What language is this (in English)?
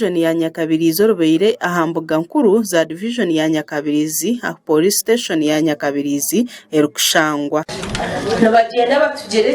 Nyankole